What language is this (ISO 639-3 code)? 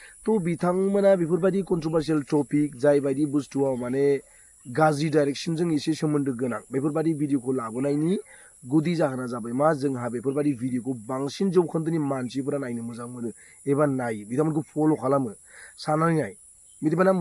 brx